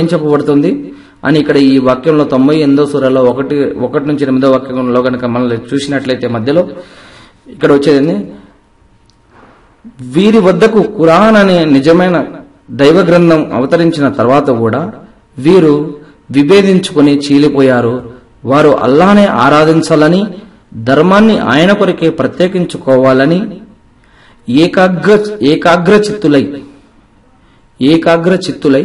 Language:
Telugu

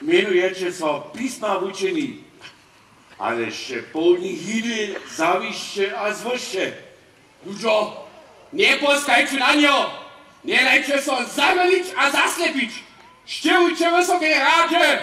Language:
Upper Sorbian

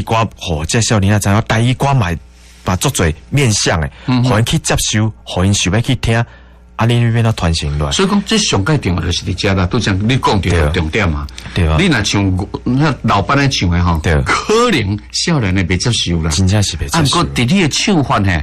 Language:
Min Nan Chinese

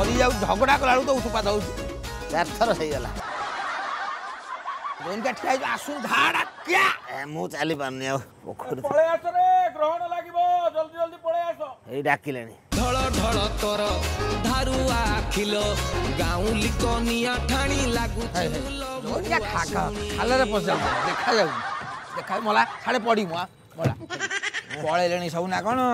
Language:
Odia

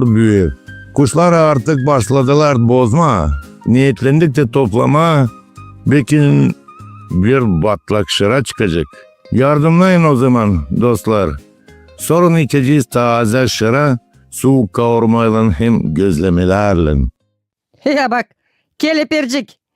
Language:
Gagauz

